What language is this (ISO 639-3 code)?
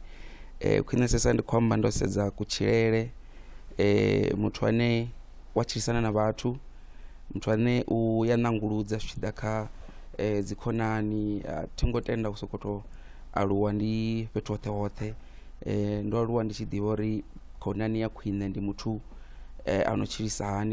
ven